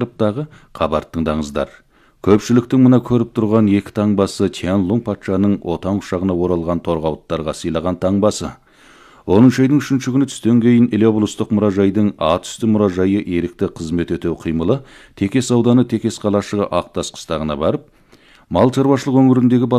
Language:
Kazakh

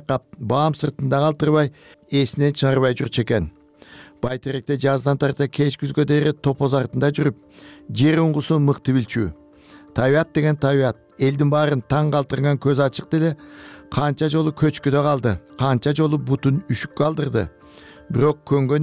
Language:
Kyrgyz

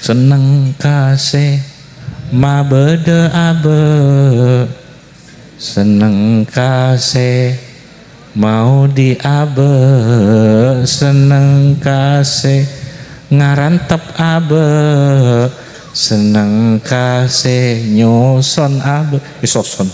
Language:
Madurese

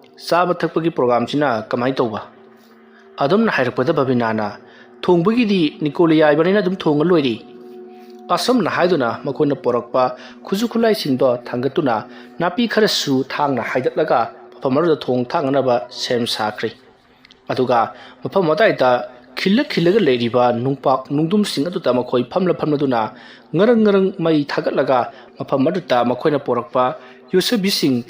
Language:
Manipuri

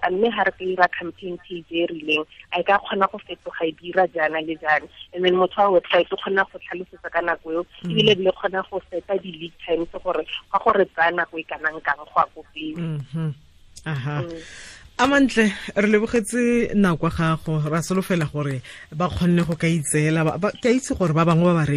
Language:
Tswana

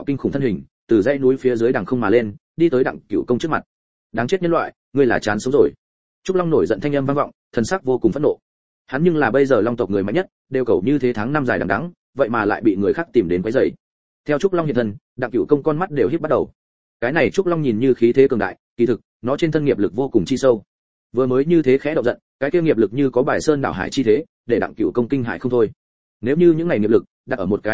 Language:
Vietnamese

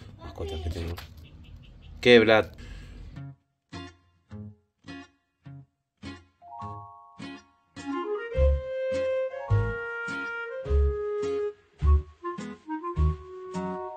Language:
Spanish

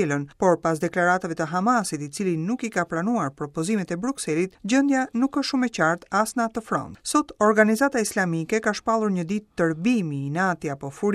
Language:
Albanian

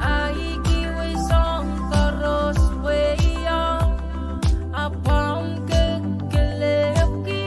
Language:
Pohnpeian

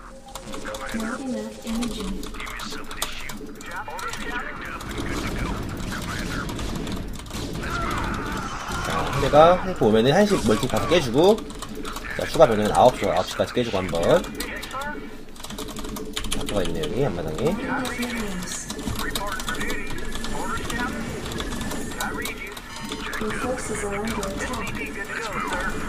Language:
Korean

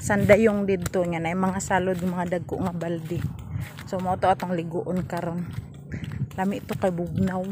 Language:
Cebuano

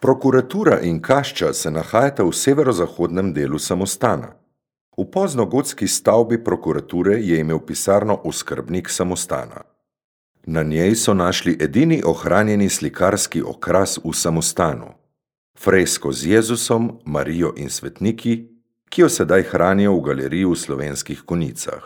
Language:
Slovenian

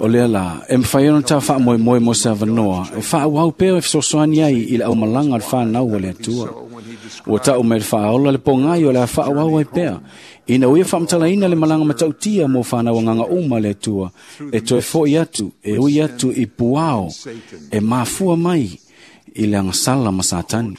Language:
Samoan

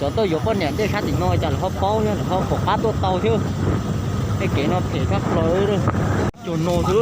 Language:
Hmong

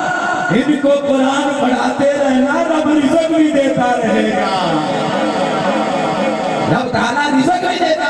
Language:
Urdu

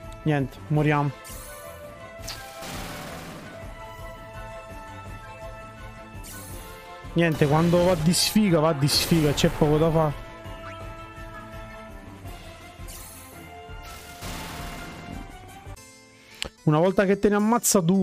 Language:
Italian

